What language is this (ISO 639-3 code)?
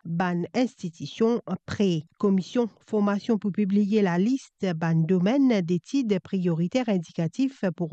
mfe